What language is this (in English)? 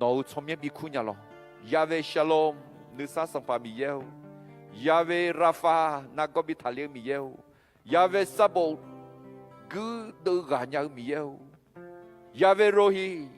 Akha